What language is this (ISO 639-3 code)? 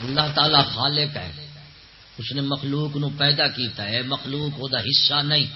skr